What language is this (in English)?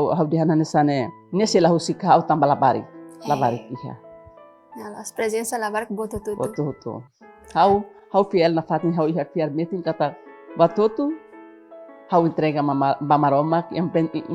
Tetum